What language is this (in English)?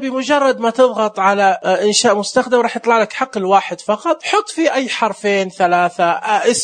Najdi Arabic